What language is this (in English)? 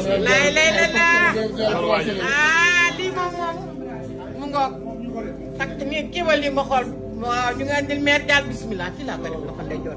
Wolof